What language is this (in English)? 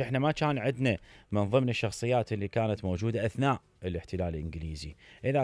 Mesopotamian Arabic